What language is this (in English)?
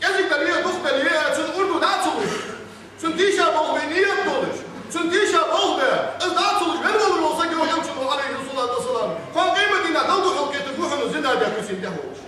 Ingush